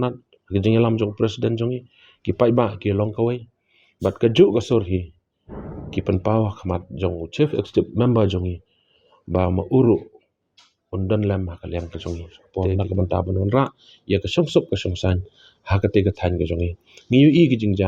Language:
Khasi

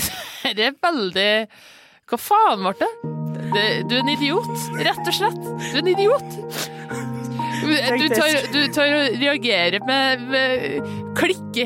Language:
Norwegian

